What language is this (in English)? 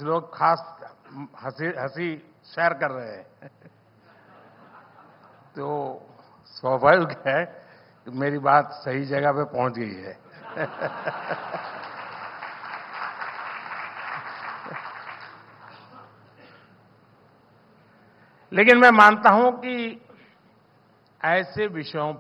Hindi